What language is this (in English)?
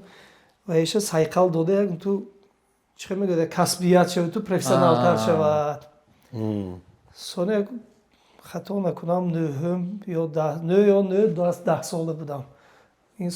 Tajik